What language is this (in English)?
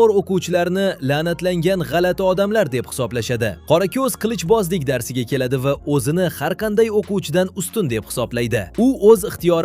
Uzbek